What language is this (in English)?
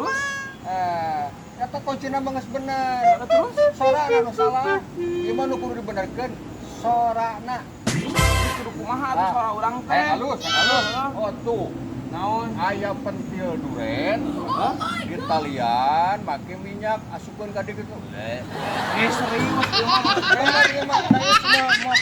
Sundanese